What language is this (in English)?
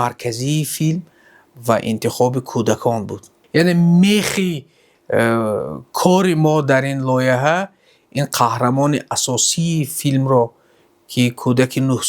Tajik